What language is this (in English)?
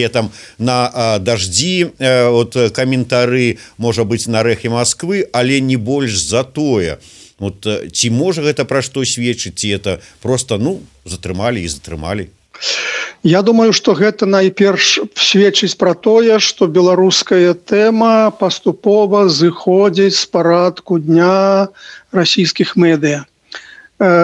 Belarusian